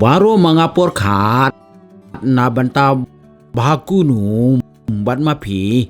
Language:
Khasi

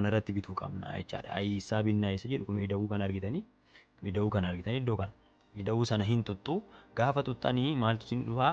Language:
Oromo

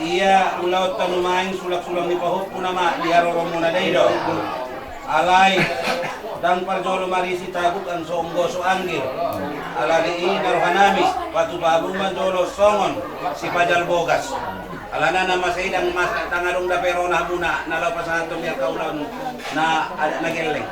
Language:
Batak Toba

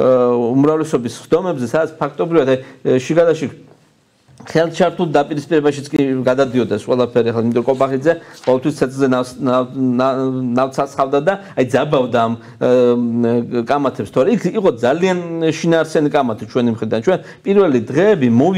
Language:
Georgian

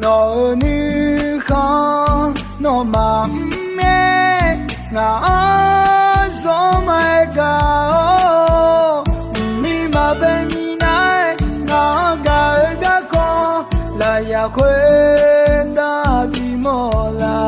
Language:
Akha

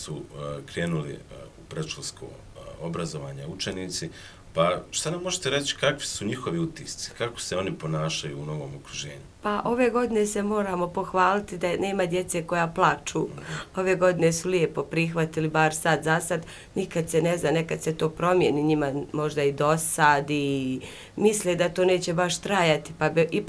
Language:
Bosnian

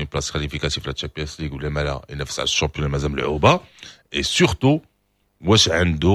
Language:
Moroccan Arabic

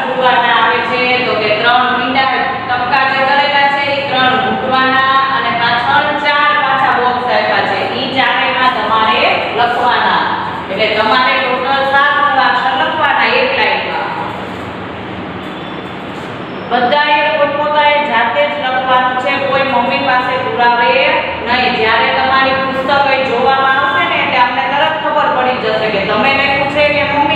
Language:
Gujarati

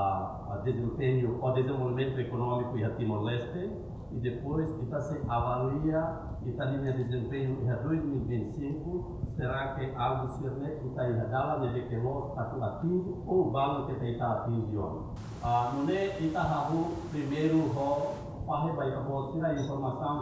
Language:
Tetum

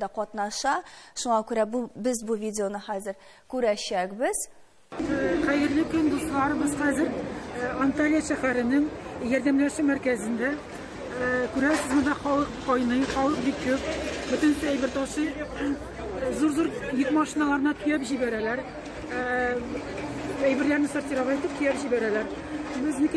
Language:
Tatar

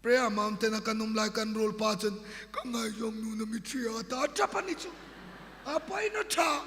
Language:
Hmar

